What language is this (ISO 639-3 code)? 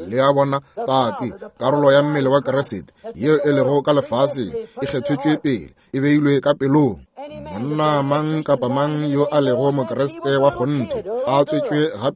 nso